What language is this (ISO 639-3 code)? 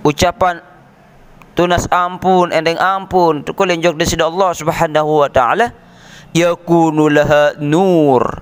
sas